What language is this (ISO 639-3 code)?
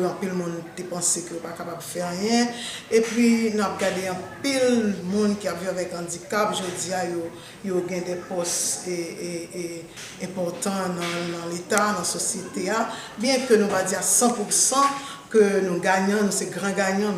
hat